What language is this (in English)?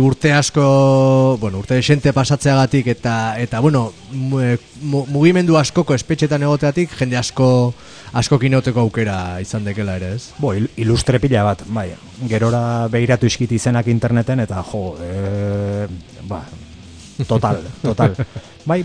Basque